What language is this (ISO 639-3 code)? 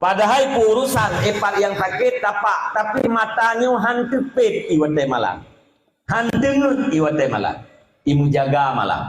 ace